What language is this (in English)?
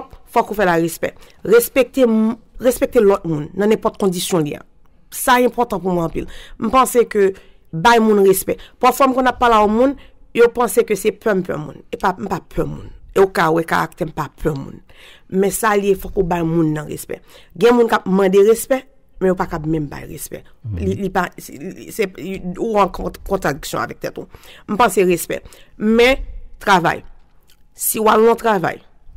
Haitian Creole